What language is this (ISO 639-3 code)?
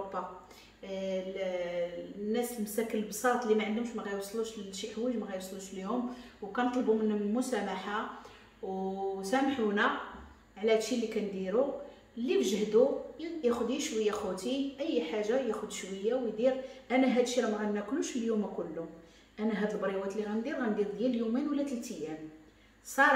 ary